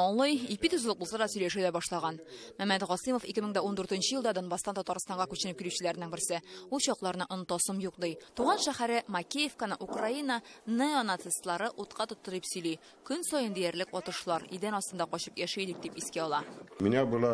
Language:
Tatar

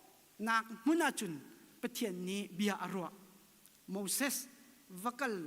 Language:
Hakha Chin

